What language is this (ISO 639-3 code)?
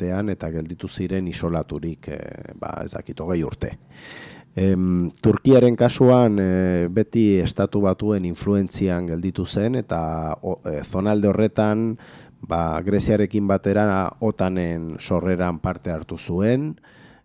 eus